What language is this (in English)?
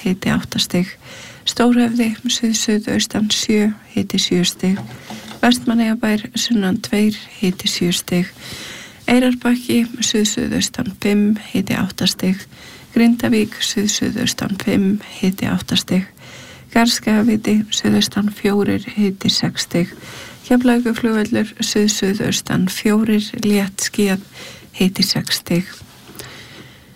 Icelandic